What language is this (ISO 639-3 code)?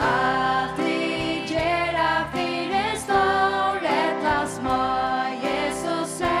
fao